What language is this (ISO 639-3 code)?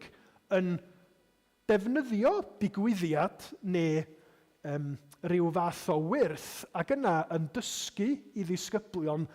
cym